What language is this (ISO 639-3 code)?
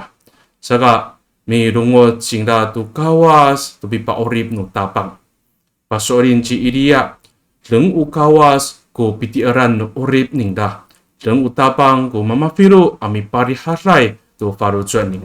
ami